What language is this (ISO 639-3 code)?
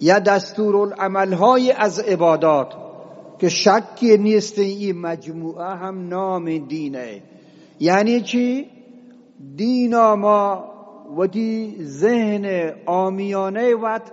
bgp